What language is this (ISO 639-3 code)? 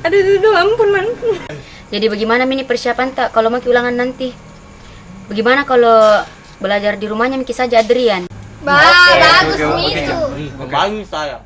mfp